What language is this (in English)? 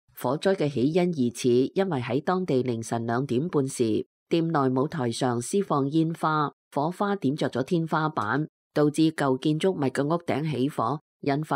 Cantonese